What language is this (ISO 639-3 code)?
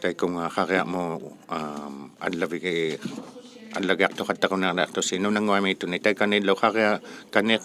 iku